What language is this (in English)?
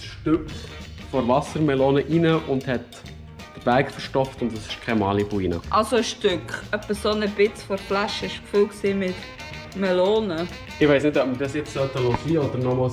Swiss German